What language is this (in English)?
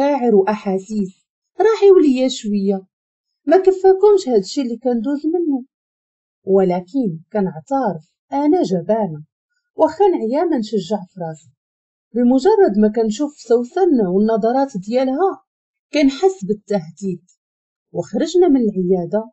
Moroccan Arabic